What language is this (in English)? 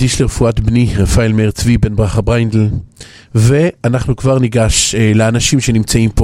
Hebrew